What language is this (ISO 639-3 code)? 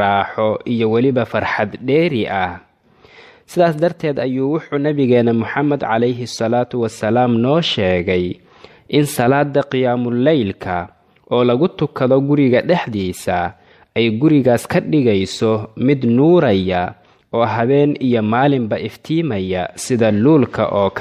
som